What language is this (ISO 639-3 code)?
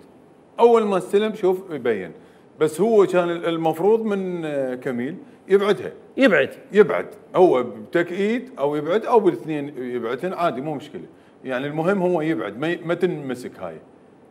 acm